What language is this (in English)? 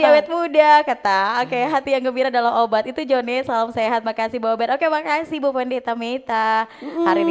Manado Malay